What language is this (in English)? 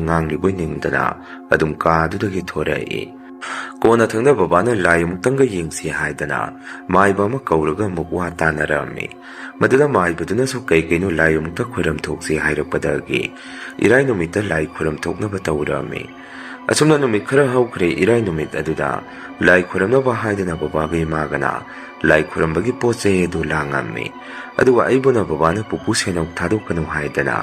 Manipuri